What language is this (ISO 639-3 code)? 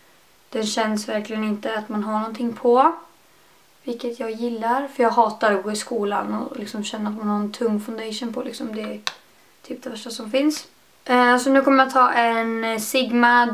swe